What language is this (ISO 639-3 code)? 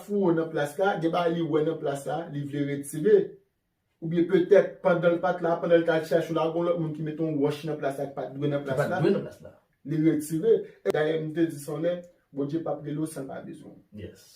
hat